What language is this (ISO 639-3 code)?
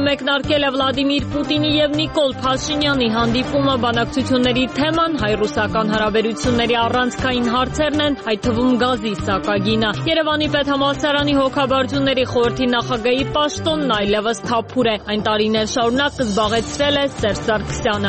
hye